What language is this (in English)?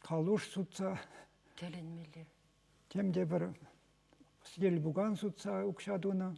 Chuvash